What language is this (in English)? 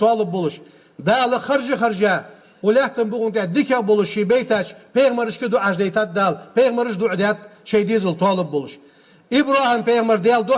Ingush